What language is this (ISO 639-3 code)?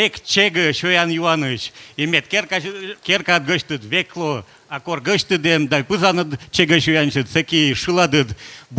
kom